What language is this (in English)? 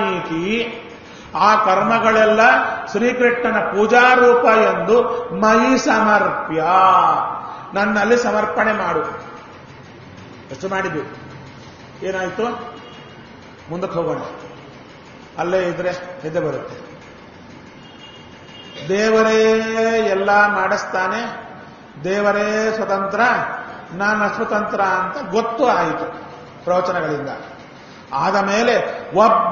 Kannada